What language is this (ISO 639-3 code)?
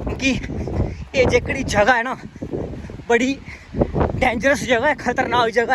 doi